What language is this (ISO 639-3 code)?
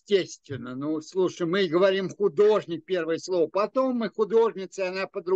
rus